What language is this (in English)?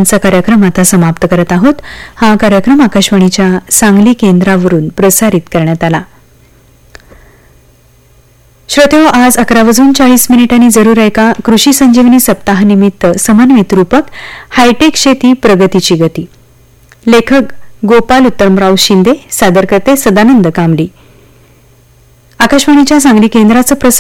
Marathi